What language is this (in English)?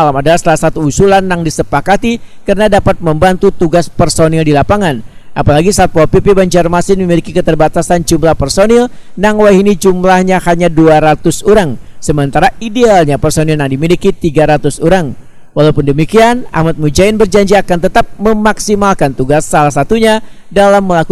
Banjar